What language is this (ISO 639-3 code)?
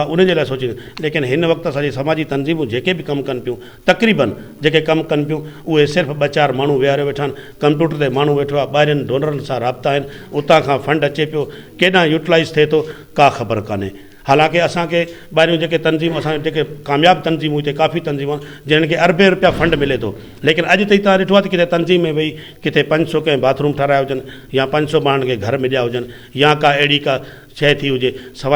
snd